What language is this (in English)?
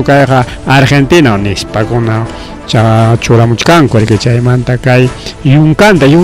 Ayacucho Quechua